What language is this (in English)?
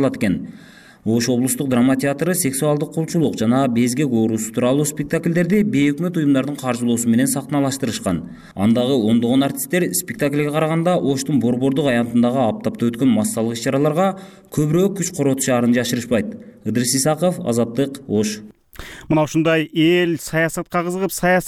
Kyrgyz